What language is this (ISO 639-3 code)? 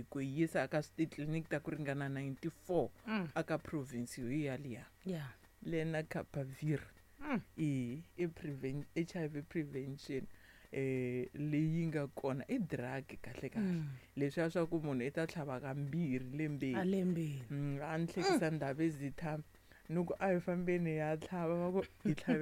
tso